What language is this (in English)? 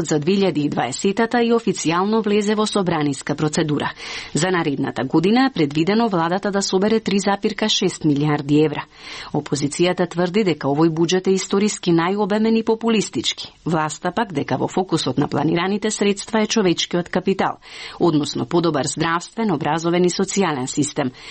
Macedonian